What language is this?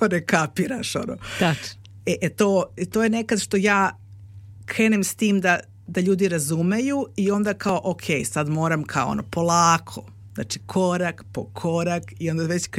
Serbian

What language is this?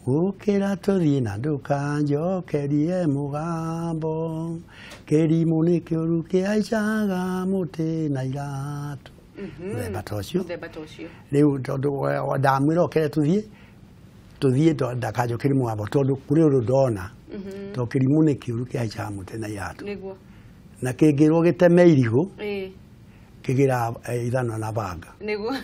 Kikuyu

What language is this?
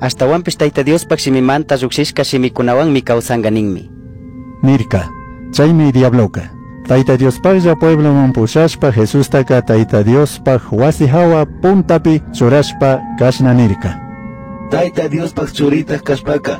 Chimborazo Highland Quichua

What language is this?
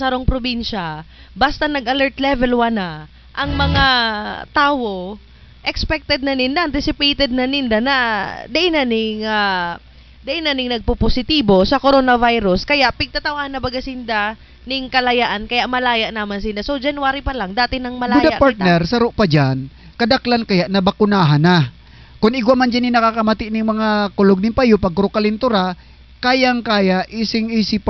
Southern Catanduanes Bikol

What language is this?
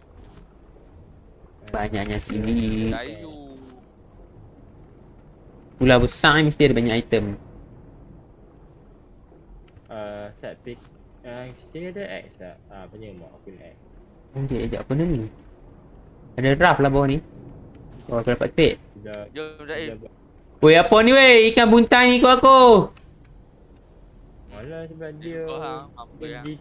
Malay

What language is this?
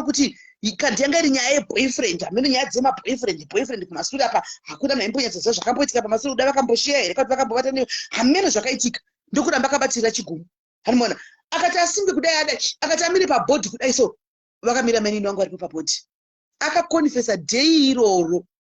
Shona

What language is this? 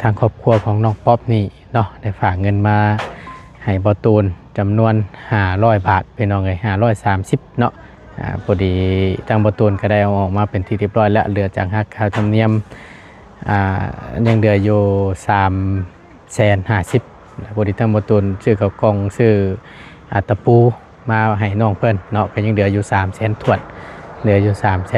Lao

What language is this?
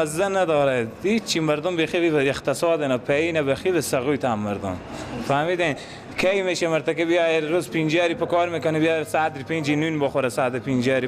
Persian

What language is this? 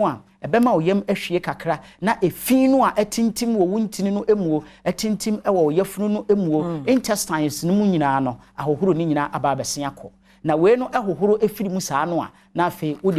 Akan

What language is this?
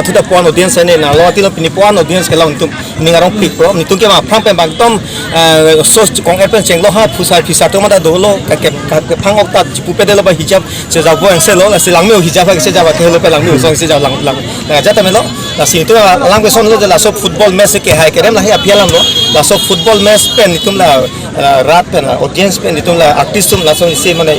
Karbi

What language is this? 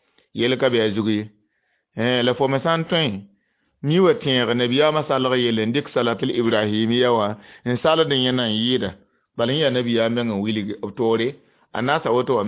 Mossi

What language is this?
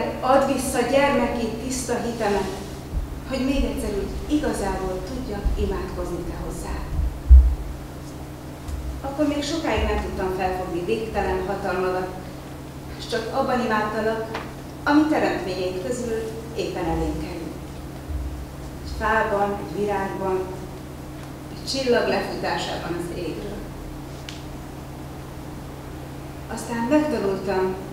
Hungarian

